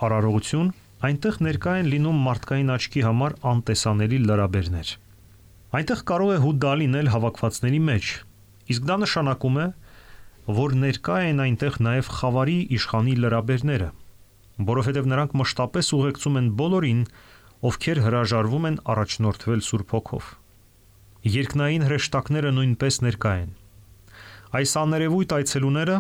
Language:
Armenian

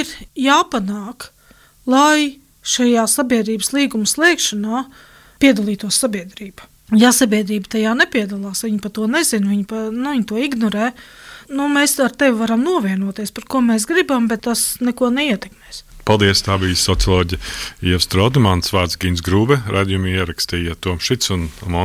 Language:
Latvian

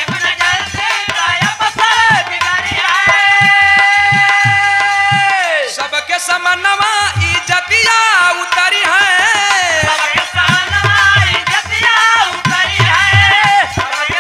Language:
Bhojpuri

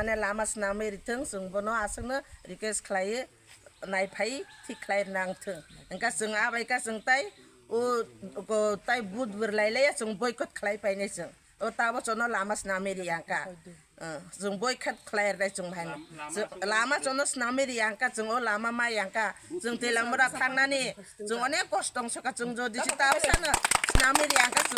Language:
Kok Borok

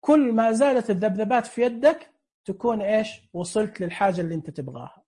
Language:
Najdi Arabic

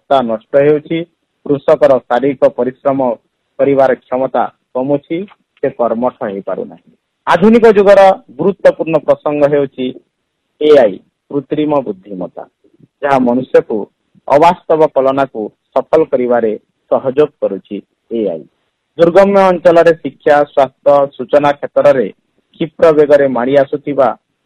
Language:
Odia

